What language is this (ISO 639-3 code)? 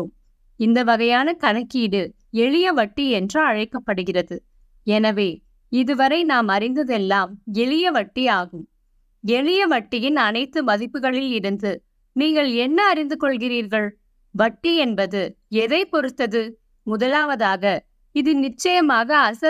tam